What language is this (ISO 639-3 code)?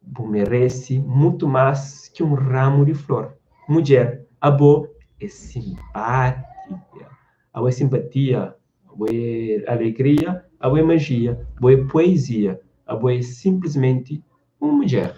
kea